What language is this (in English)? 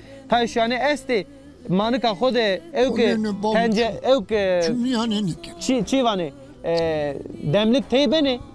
Zaza